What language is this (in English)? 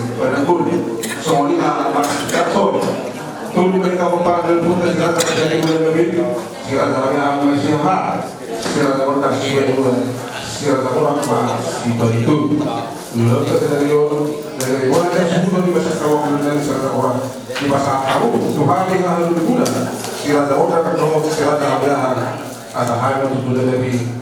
Batak Toba